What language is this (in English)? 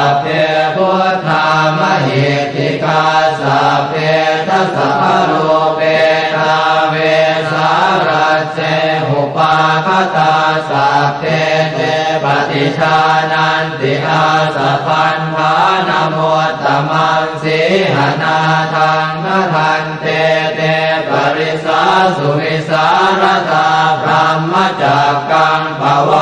Pali